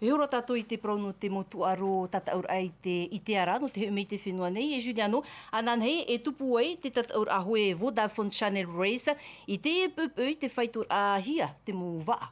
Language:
Tahitian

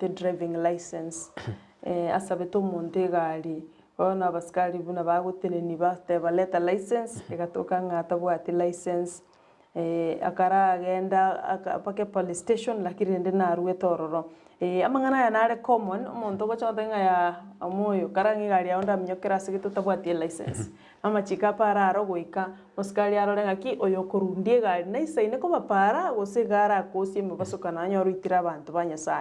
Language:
Gusii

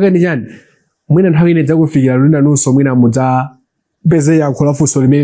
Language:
Nyanja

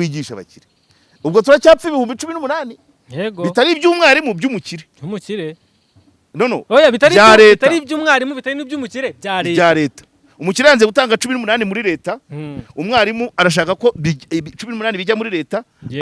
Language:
Kinyarwanda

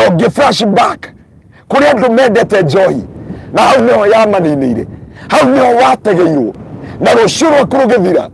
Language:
Kikuyu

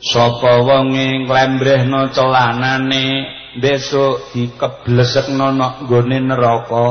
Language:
Javanese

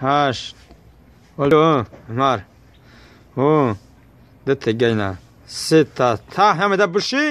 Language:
Tajik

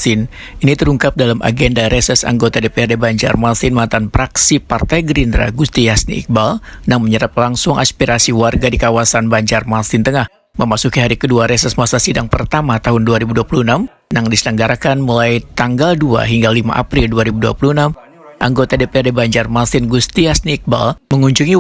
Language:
Banjar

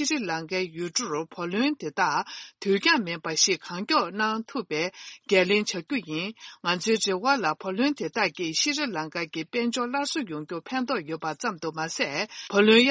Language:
Tibetan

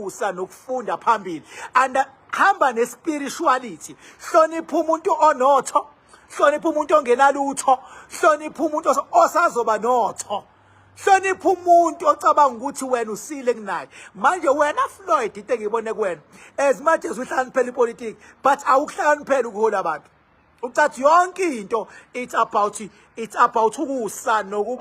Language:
Zulu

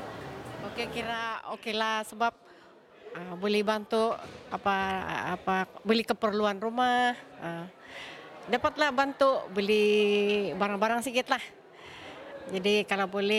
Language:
Malay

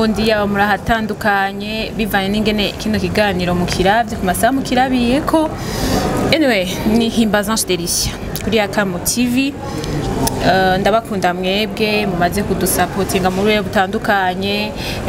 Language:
Rundi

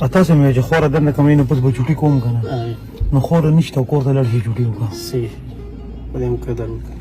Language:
Pashto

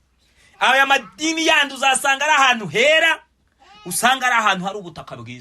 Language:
Kinyarwanda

